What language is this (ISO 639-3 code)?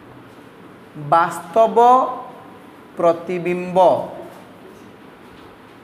ori